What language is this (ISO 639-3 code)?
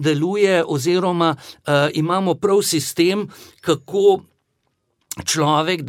slv